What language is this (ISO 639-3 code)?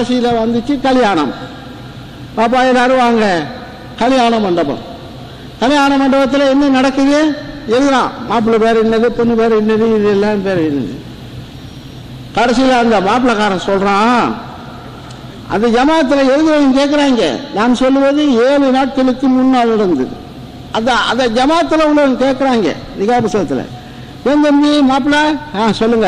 tam